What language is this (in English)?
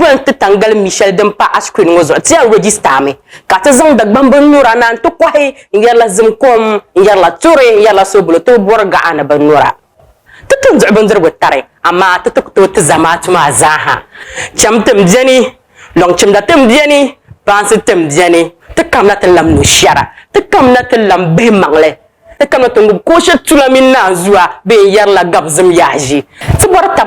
Dagbani